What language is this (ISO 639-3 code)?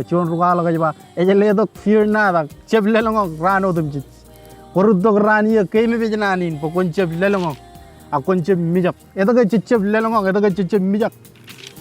mah